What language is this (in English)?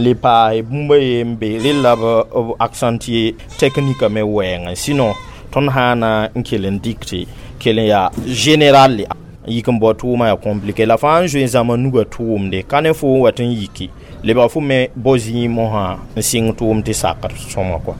Mossi